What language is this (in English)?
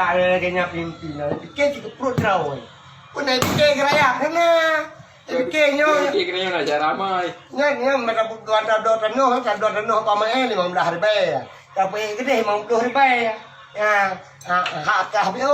Achinese